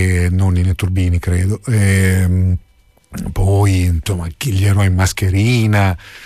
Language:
Italian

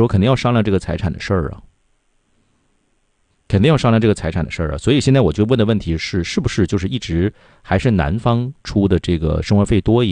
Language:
Chinese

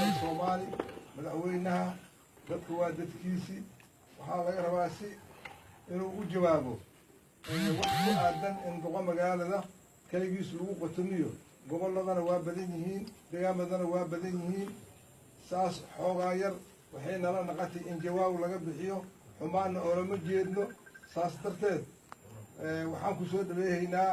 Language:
Somali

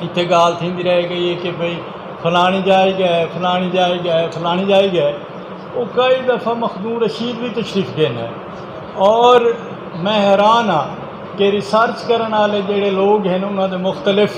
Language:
Saraiki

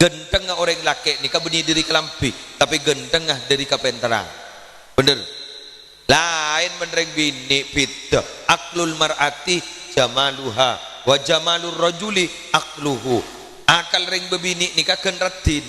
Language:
Madurese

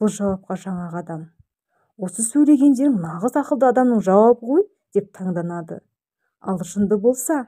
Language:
Kazakh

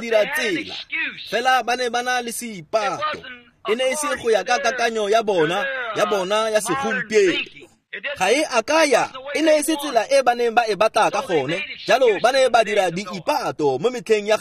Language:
Tswana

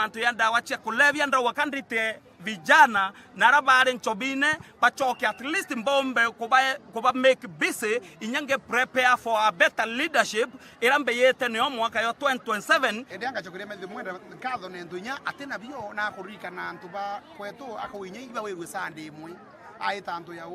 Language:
Meru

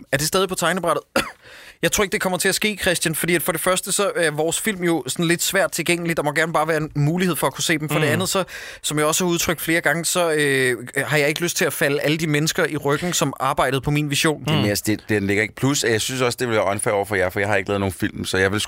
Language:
Danish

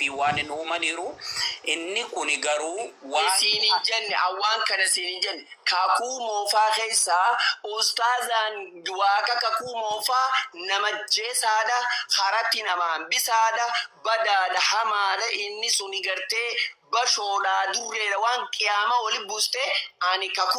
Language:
Oromo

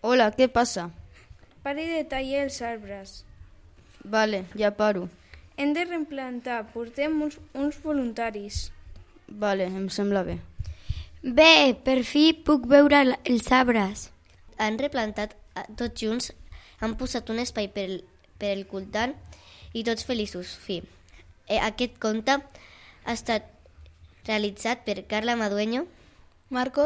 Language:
Catalan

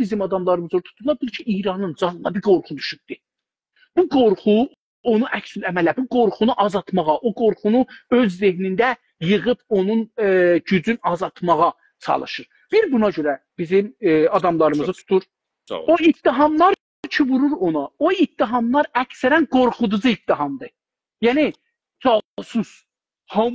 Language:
South Azerbaijani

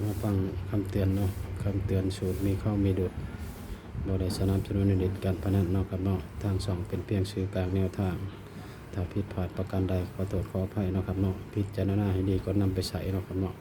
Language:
Northeastern Thai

